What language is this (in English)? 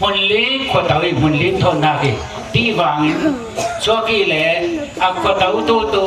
Falam Chin